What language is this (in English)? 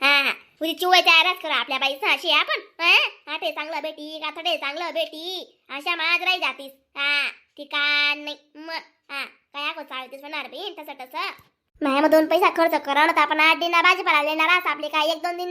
Khandesi